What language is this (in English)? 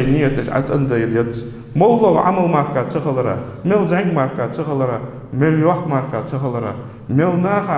Ingush